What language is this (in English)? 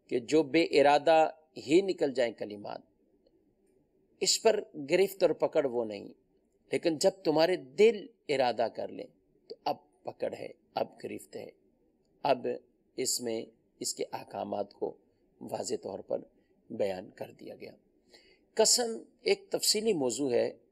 Urdu